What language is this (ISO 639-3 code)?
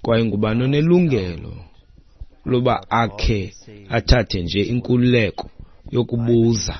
xho